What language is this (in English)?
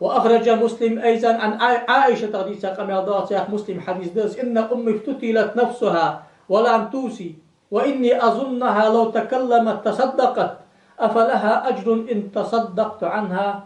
Ingush